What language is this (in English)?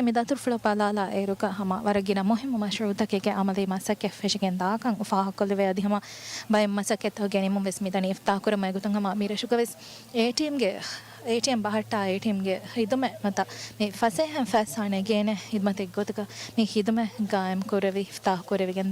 Divehi